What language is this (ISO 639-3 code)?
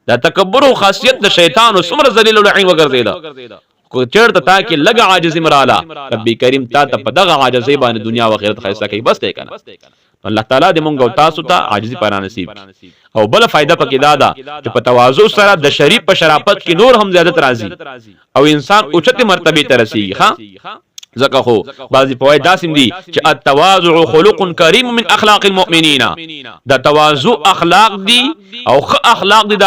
pus